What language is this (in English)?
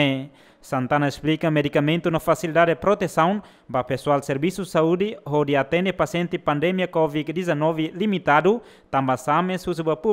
Tetum